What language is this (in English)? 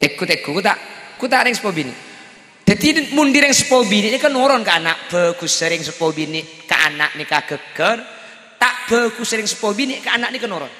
Madurese